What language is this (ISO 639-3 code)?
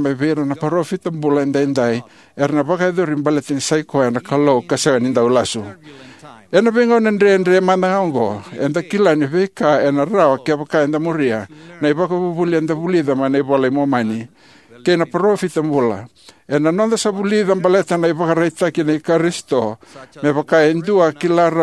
fij